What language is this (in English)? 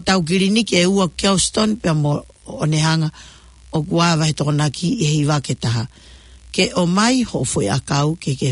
Tongan